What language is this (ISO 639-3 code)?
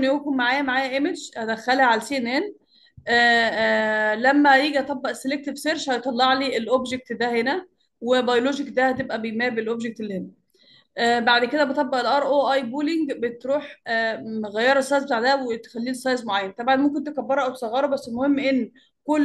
arz